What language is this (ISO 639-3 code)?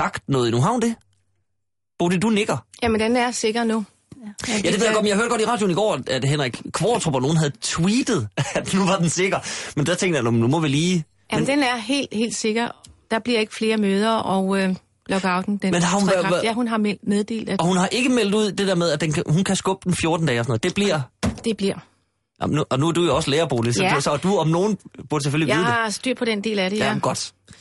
dan